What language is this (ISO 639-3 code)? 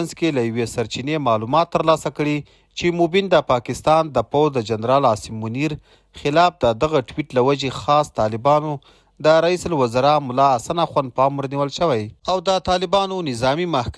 pus